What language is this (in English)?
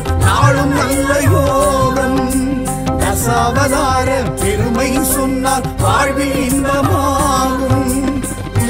Tamil